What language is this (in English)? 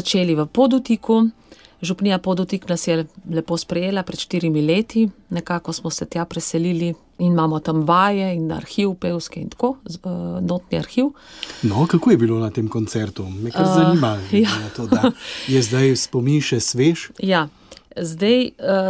Slovenian